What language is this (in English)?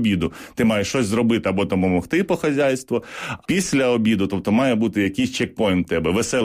Ukrainian